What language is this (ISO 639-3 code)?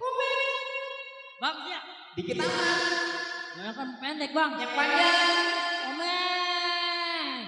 bew